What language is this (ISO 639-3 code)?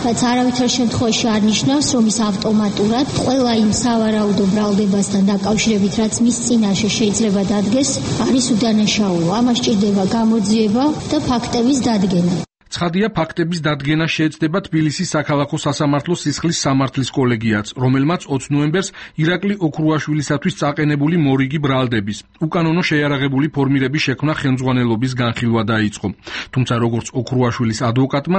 kat